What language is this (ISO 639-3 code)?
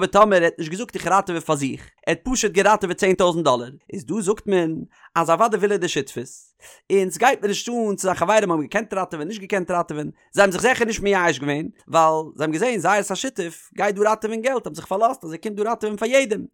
yid